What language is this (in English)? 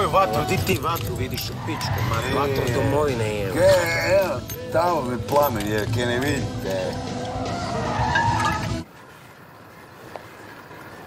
Croatian